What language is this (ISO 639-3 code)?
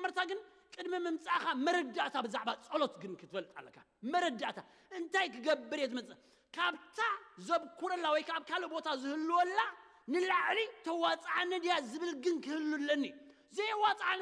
tir